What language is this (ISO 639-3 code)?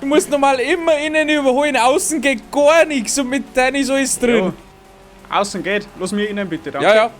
bar